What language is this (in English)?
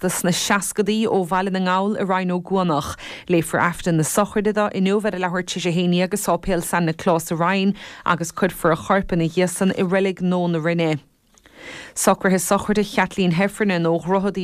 Irish